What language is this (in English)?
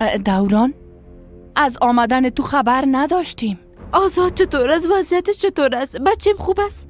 Persian